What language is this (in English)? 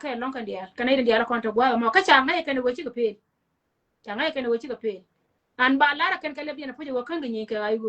Nuer